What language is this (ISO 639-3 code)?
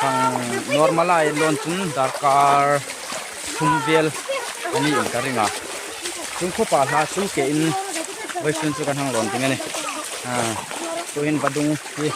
hmr